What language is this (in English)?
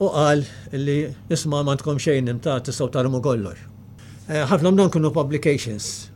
Maltese